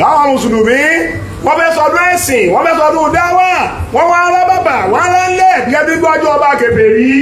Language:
Yoruba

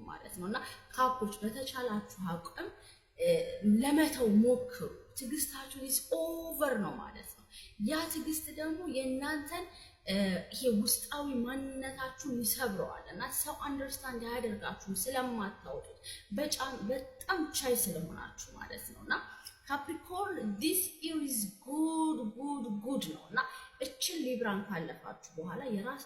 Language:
Amharic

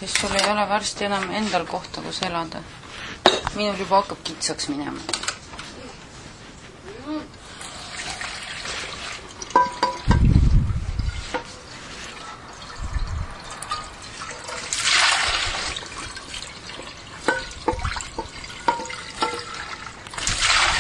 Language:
Estonian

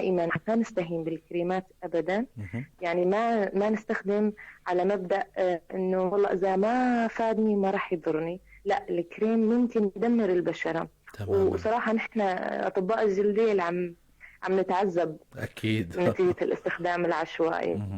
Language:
North Levantine Arabic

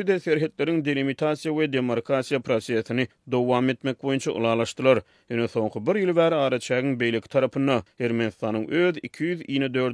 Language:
Turkmen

